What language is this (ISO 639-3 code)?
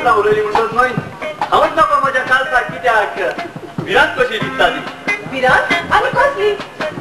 kok